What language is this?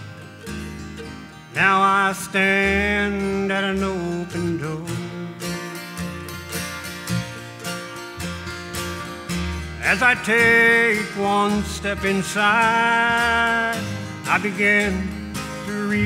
English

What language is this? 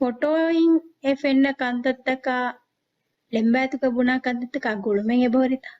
Divehi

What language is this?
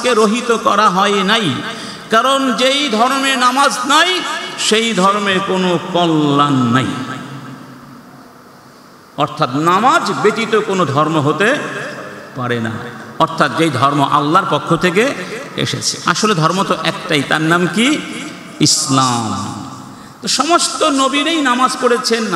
Bangla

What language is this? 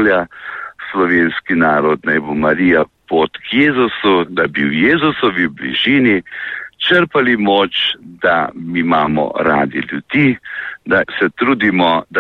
Slovenian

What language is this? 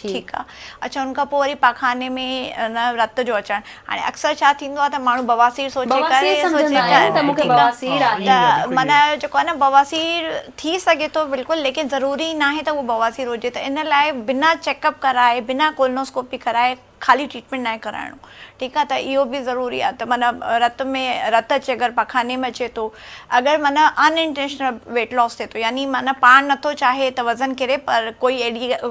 Sindhi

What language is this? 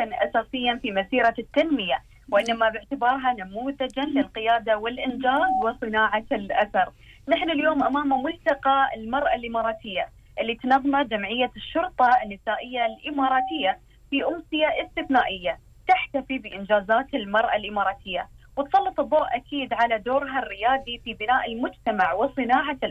Gulf Arabic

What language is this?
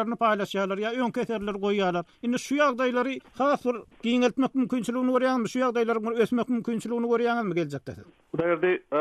Turkmen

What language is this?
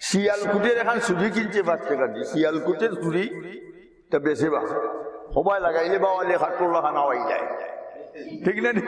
Sylheti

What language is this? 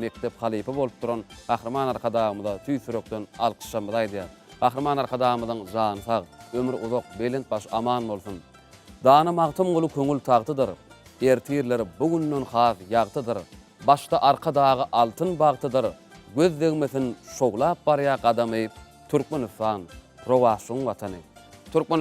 Turkmen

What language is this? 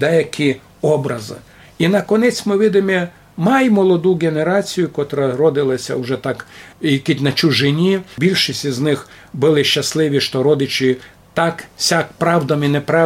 Rusyn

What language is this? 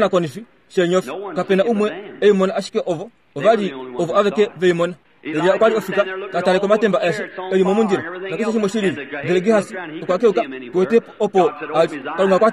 Kuanyama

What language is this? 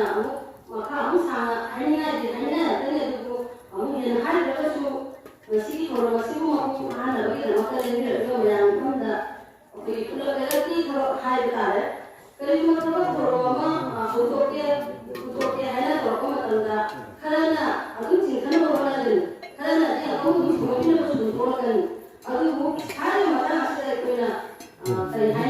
Manipuri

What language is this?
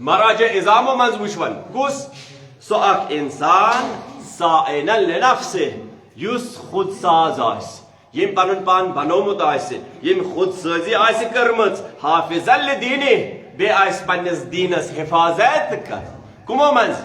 Kashmiri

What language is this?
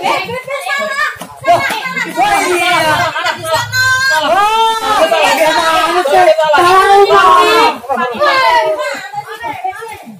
Betawi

